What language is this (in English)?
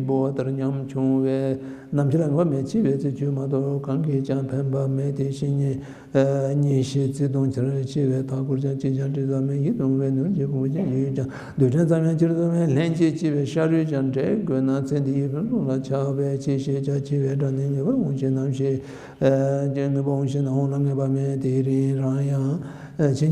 Tibetan